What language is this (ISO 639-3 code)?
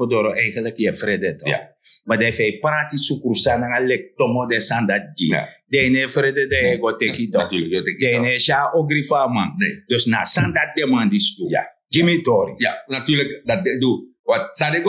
srn